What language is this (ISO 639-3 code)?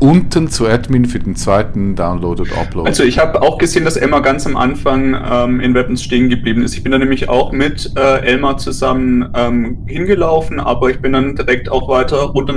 gsw